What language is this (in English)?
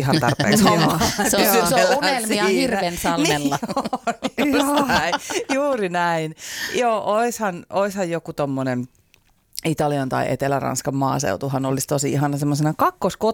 Finnish